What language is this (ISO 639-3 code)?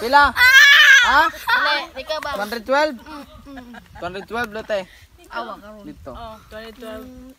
ceb